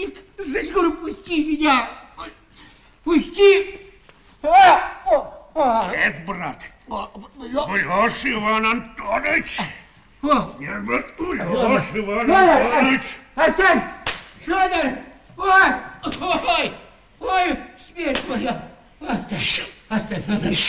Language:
Russian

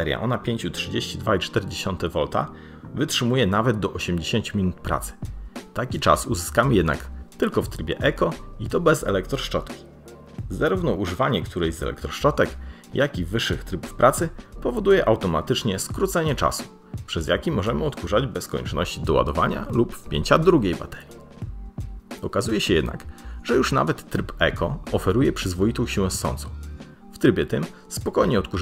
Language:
Polish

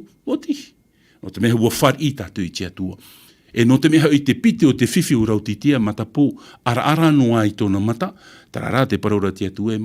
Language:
Tahitian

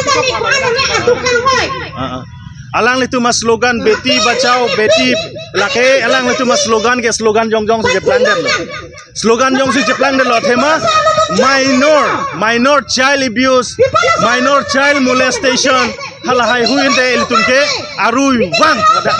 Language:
Karbi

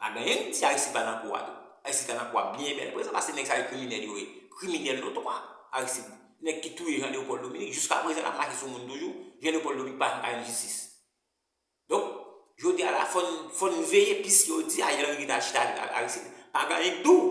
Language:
Haitian Creole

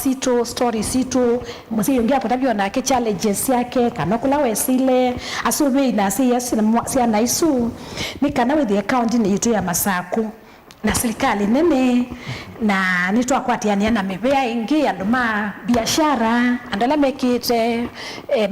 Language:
Kamba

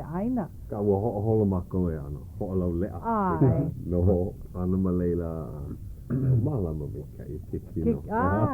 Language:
Hawaiian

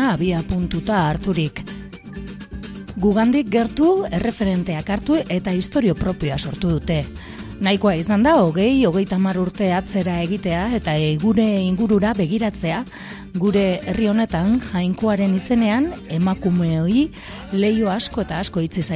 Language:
Basque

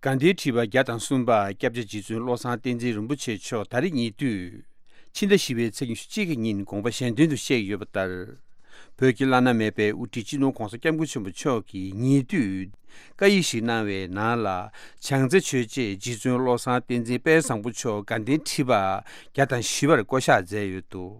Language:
Tibetan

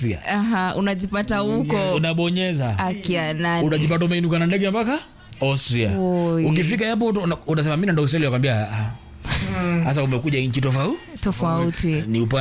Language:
Swahili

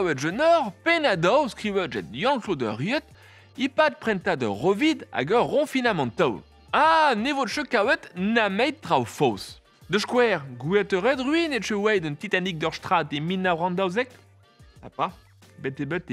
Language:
Breton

